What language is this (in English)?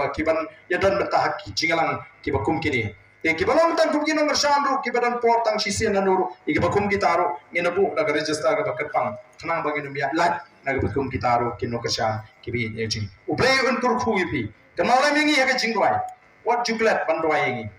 Khasi